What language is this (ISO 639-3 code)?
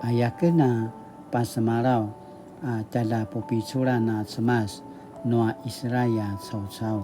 pwn